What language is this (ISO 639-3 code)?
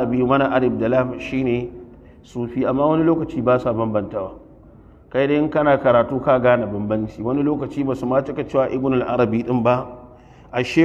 hau